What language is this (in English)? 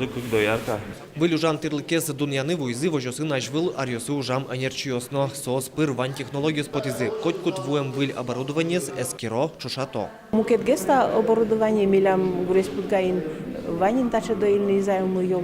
Udmurt